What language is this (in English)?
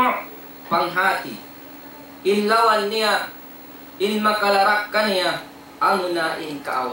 Tausug